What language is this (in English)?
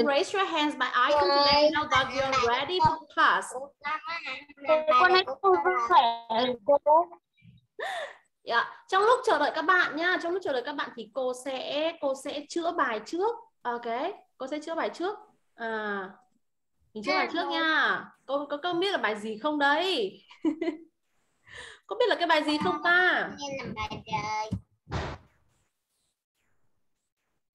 Vietnamese